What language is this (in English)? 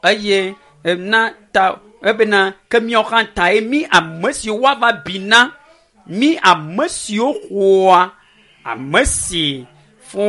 Ewe